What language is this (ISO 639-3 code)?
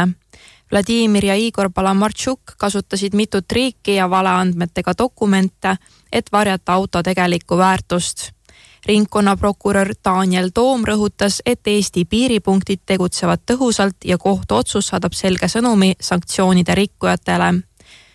est